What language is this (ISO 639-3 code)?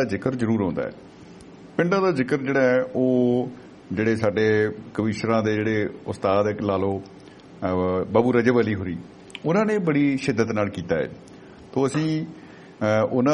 pan